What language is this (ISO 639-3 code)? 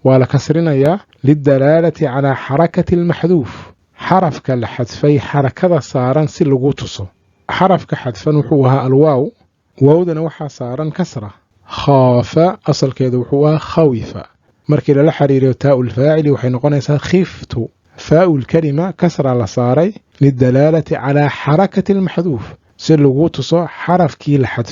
som